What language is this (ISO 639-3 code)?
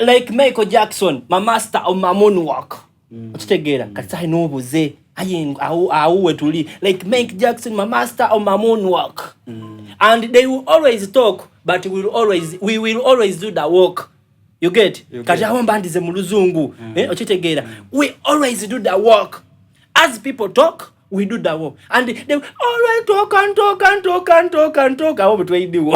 xog